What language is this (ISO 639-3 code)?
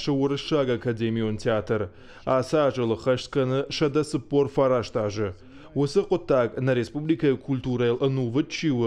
oss